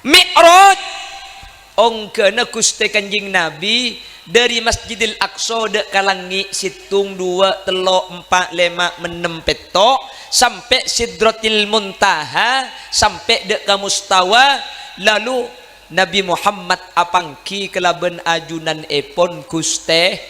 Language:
Madurese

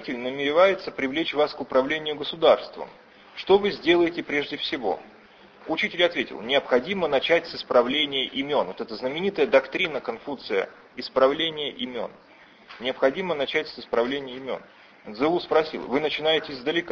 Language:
Russian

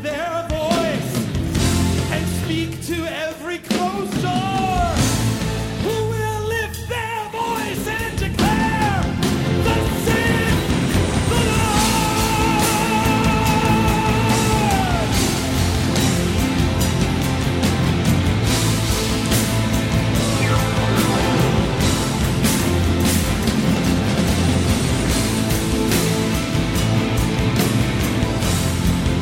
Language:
Estonian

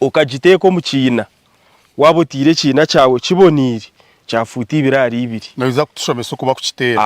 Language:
Nyankole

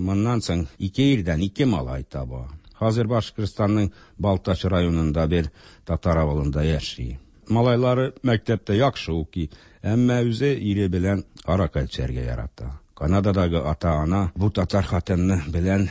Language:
Tatar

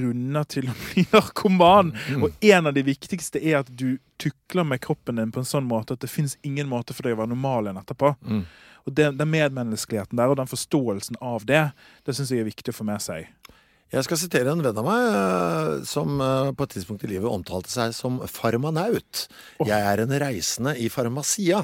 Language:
Norwegian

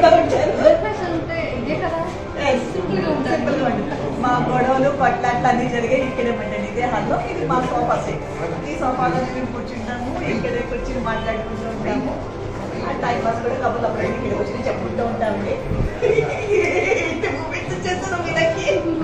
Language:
Telugu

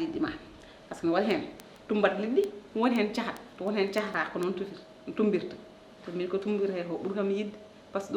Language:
Fula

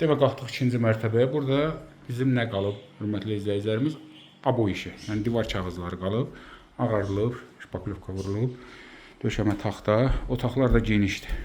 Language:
Azerbaijani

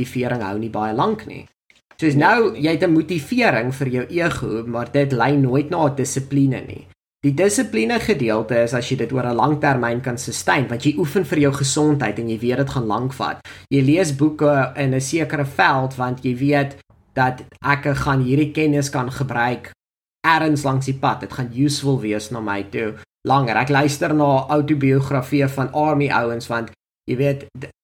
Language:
Afrikaans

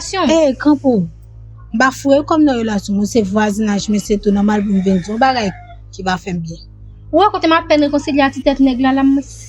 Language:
Haitian Creole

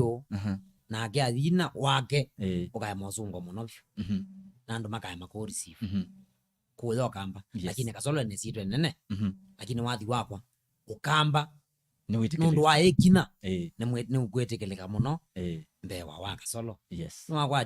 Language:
Kamba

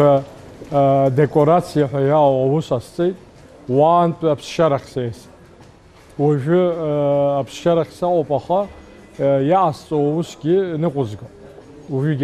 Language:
Abkhazian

